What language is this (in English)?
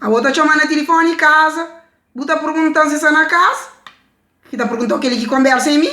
Kabuverdianu